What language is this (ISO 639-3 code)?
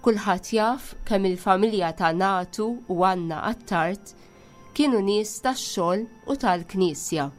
mlt